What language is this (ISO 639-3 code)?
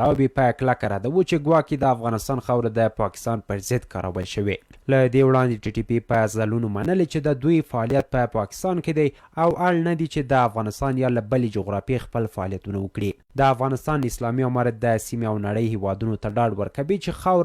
pus